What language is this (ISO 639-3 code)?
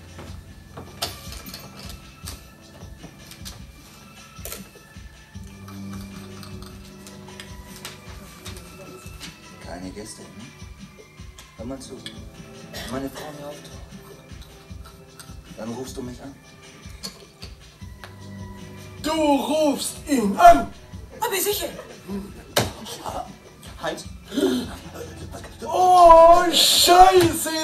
deu